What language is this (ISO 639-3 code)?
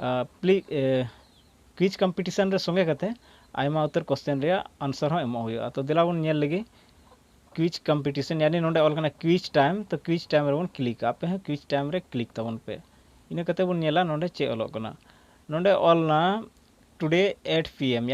sat